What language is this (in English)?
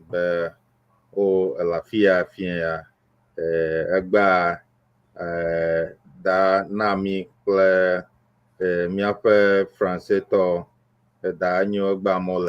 Ewe